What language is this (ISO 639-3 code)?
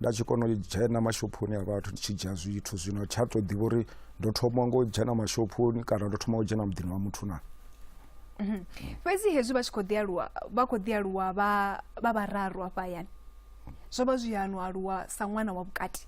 ven